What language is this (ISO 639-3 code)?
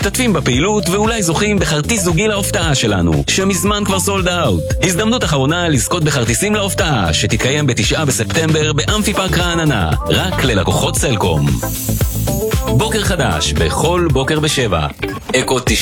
heb